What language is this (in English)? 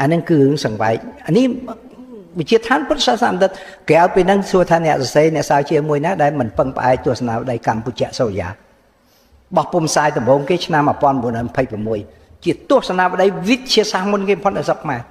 Khmer